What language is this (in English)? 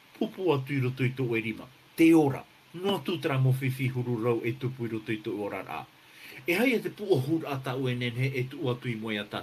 Tahitian